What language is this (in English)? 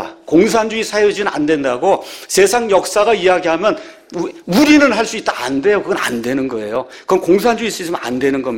Korean